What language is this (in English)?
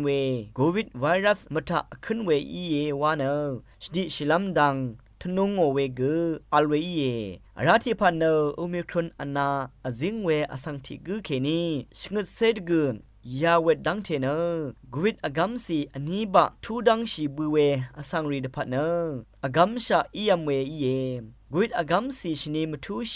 Rawang